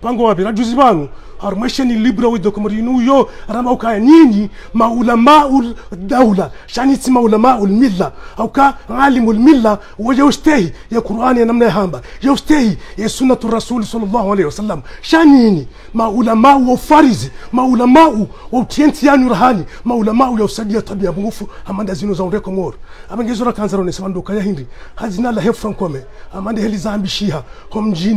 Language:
Swahili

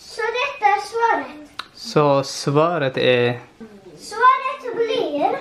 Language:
Faroese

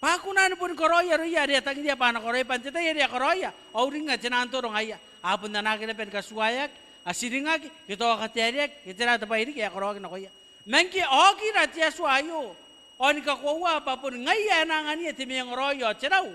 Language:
Gilbertese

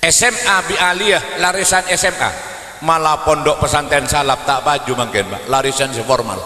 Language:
Madurese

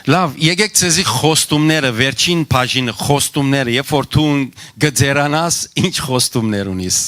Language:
Western Armenian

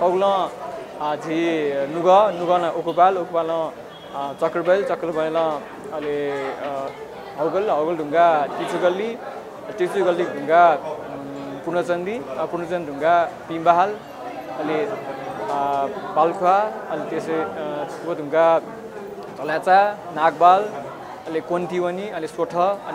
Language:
Newari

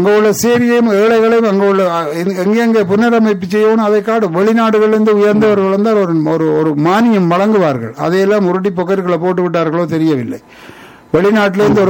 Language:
Tamil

